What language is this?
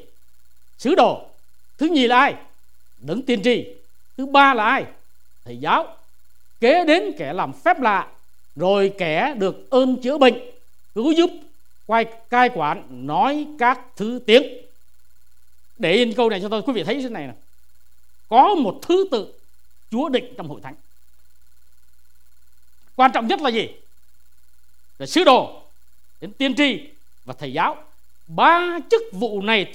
Vietnamese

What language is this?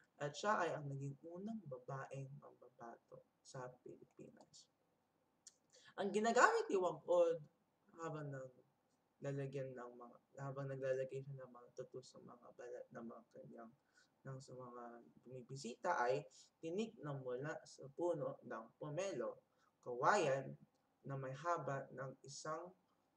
Filipino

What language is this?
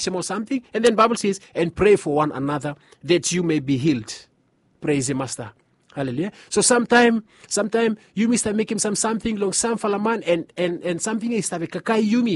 Bislama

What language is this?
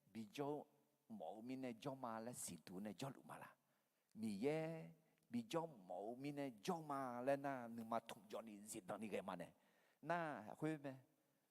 Akha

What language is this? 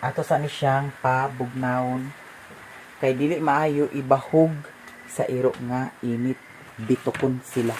Cebuano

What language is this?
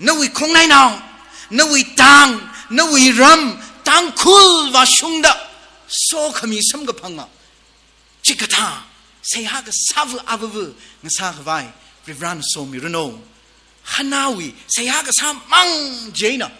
Tangkhul Naga (India)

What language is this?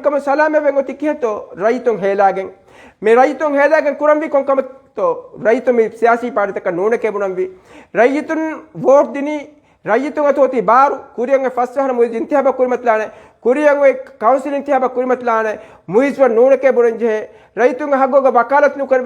Divehi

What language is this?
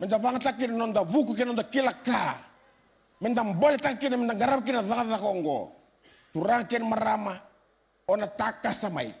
Fijian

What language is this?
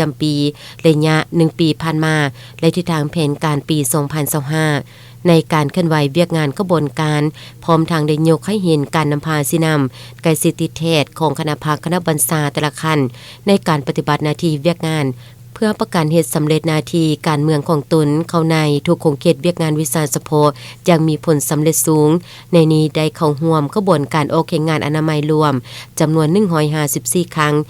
Lao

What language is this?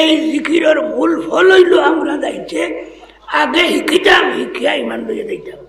Sylheti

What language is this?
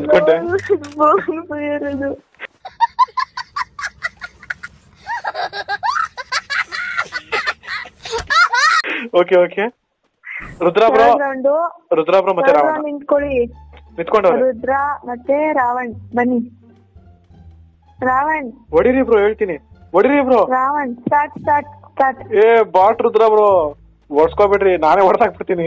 Kannada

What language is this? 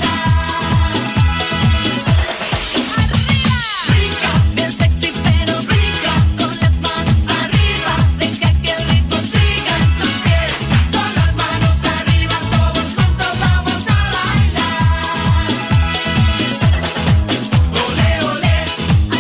Spanish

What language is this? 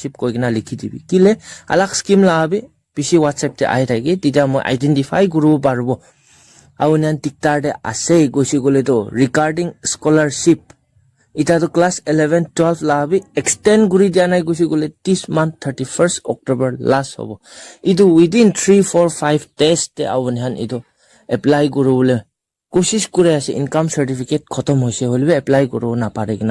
Naga Pidgin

